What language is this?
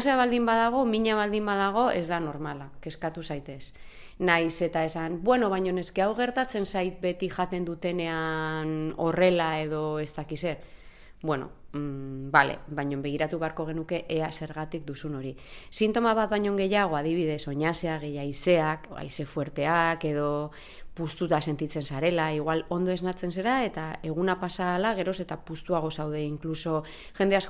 Basque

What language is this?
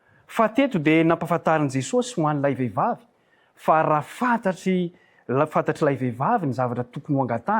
Malagasy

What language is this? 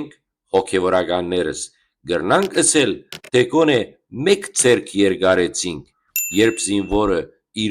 Western Armenian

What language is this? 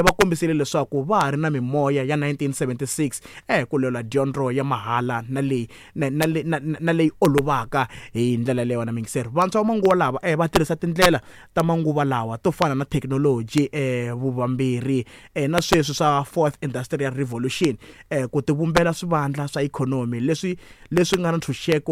Tsonga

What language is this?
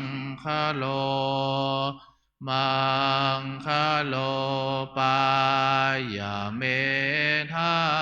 Pali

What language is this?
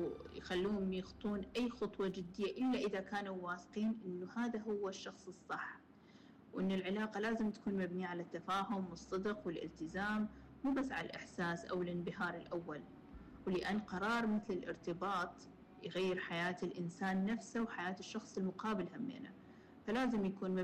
Mesopotamian Arabic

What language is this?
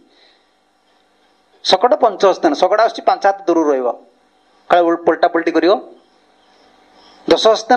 Odia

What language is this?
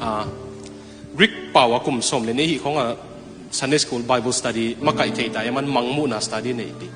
Tedim Chin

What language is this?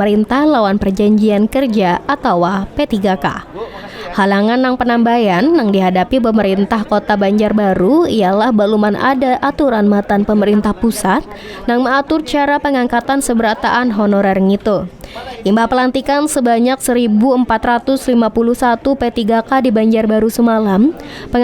Banjar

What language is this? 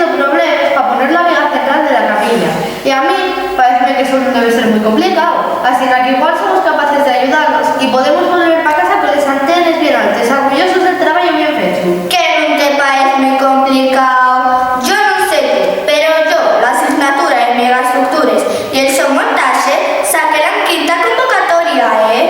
Asturian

